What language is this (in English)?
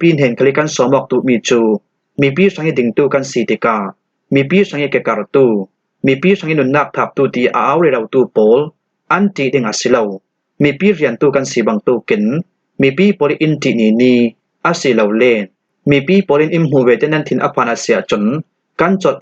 Falam Chin